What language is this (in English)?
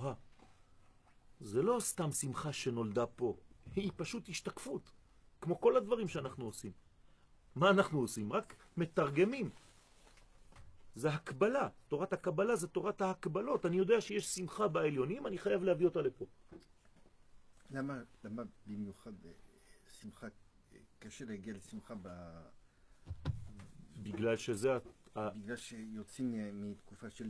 Hebrew